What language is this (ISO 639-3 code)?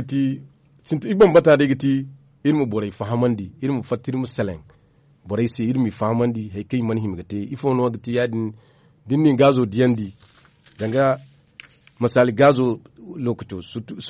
dje